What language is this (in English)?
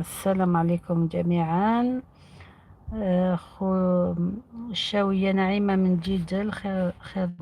Algerian Arabic